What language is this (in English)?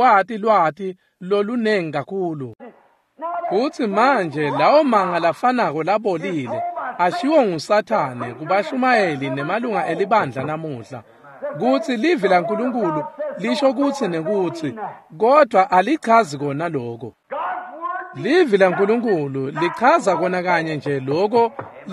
Swati